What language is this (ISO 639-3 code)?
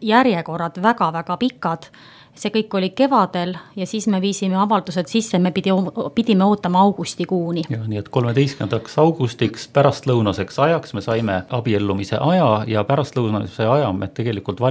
est